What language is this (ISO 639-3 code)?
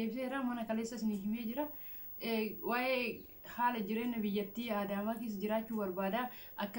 orm